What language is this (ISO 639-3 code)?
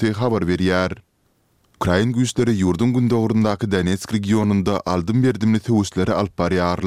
kir